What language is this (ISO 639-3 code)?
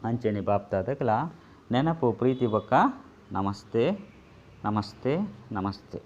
tcy